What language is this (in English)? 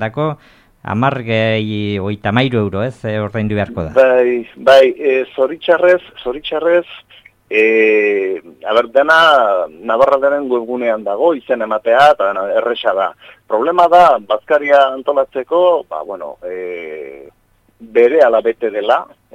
Basque